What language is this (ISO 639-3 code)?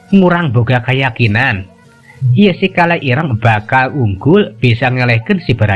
sun